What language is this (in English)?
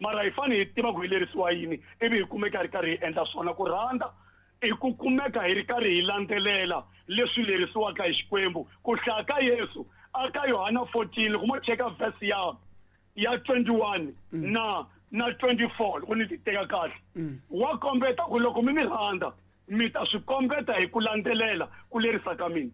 Tsonga